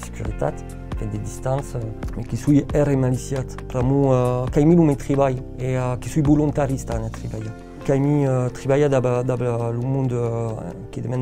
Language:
Occitan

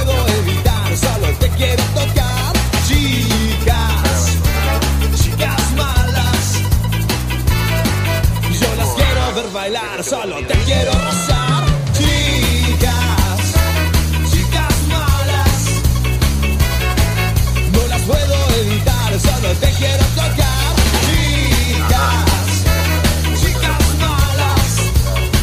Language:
Spanish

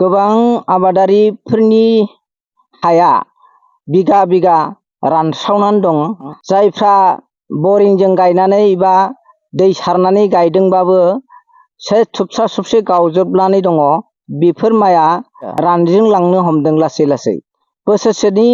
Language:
Bodo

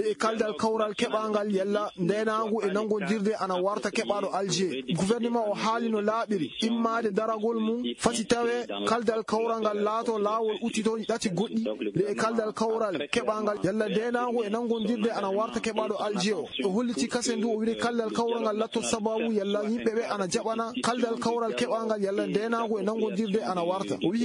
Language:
Fula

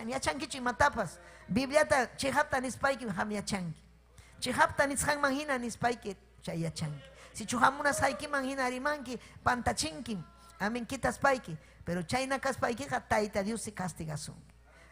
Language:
Ayacucho Quechua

